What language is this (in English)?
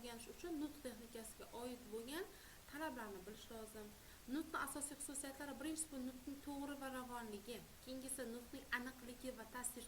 Uzbek